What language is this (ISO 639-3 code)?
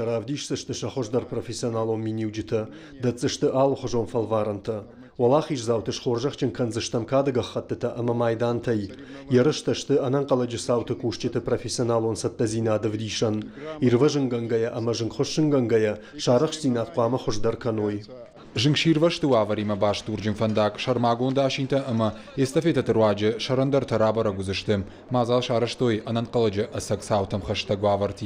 oss